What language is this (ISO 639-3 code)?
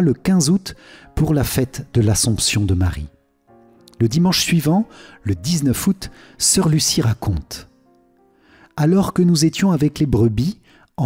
fra